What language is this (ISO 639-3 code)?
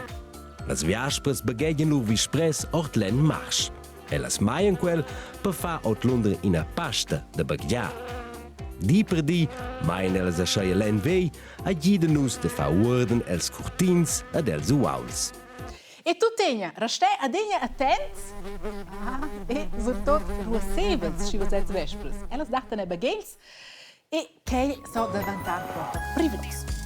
roh